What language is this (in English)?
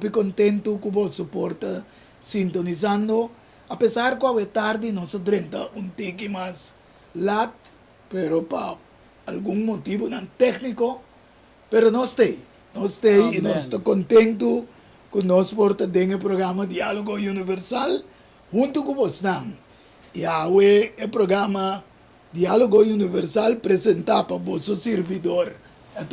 Papiamento